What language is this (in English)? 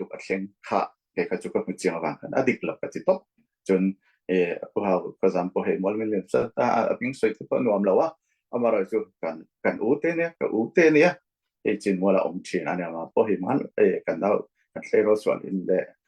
Falam Chin